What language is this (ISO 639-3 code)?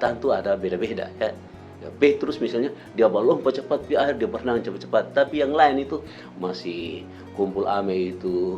mkn